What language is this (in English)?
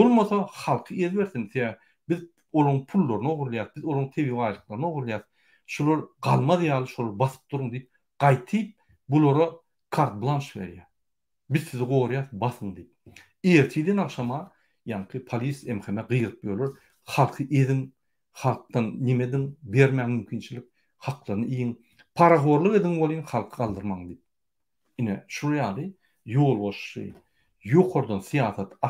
Turkmen